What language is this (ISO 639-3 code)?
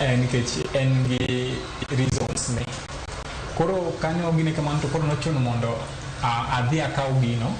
luo